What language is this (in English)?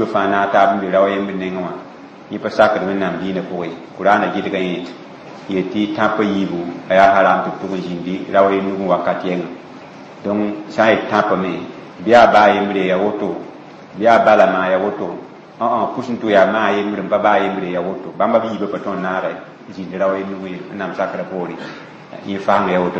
Mossi